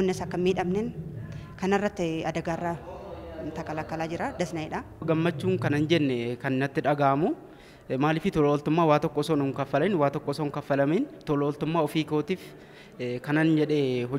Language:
Oromo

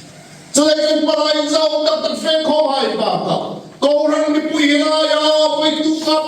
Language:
Hmar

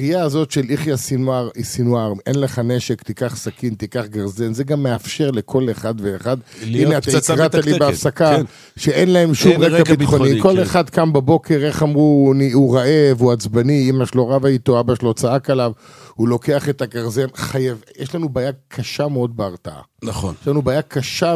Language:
Hebrew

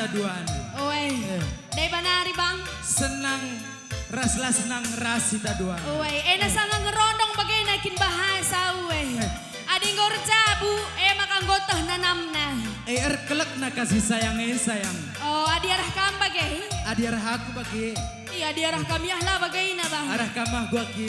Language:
Batak Karo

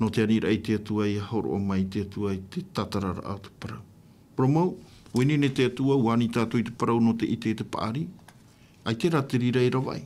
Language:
Tahitian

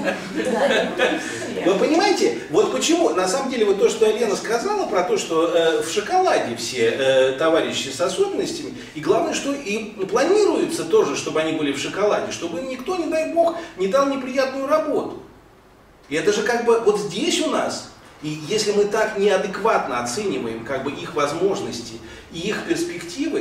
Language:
Russian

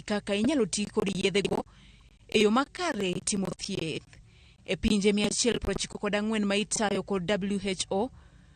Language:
Luo (Kenya and Tanzania)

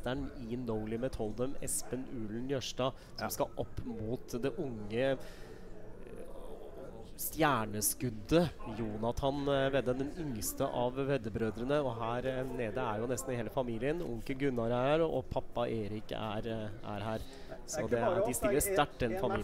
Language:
Norwegian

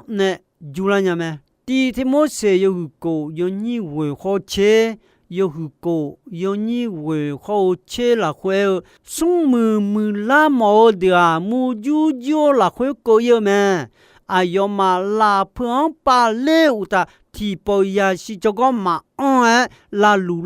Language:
Akha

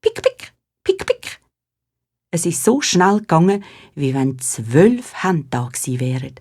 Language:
Swiss German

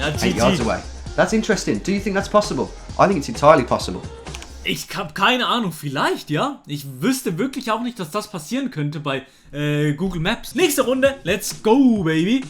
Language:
Swiss German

